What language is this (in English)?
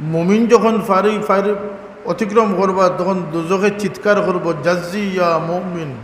Sylheti